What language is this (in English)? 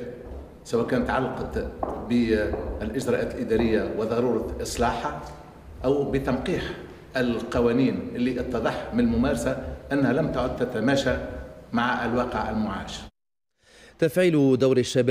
Tunisian Arabic